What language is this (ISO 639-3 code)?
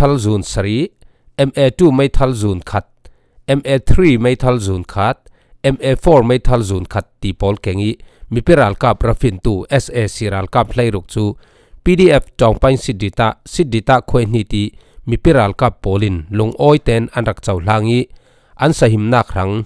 cfm